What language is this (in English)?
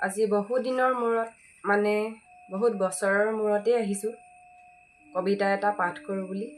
Assamese